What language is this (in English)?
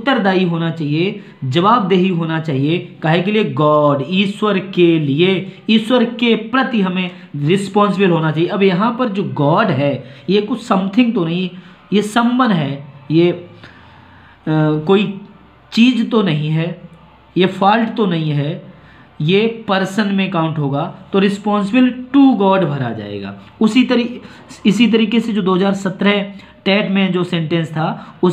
Hindi